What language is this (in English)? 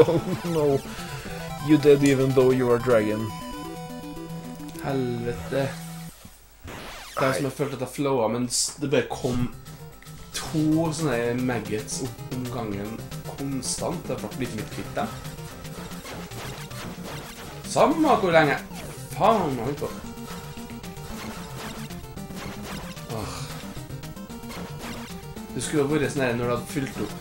Norwegian